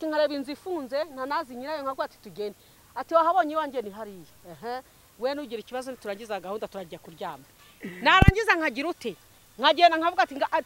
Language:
Kinyarwanda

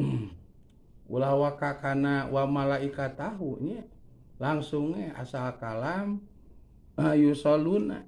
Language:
Sundanese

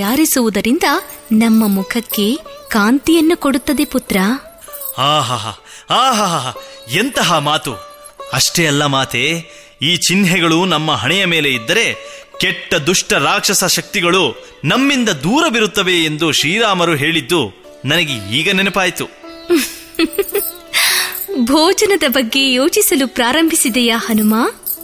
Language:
Kannada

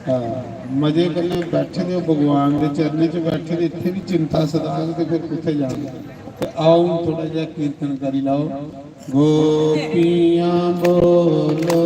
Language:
Dogri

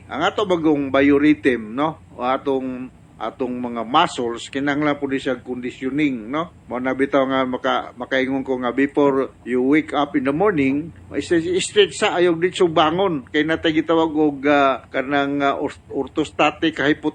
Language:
Cebuano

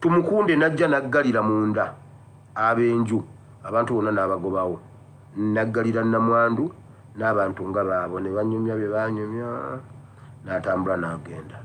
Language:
Ganda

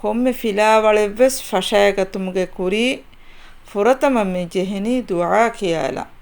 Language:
Divehi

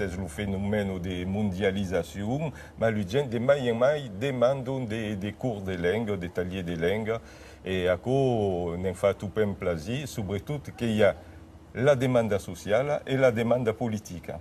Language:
Occitan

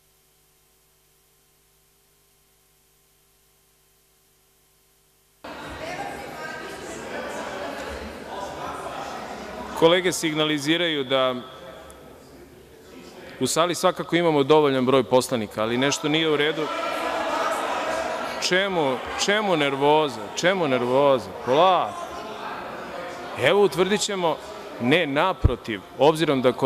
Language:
Serbian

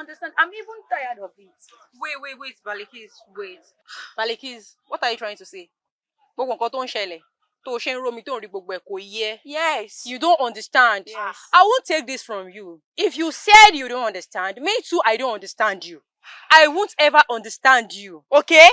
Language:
Yoruba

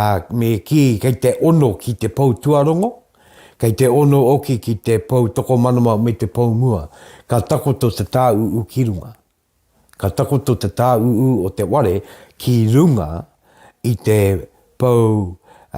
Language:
Māori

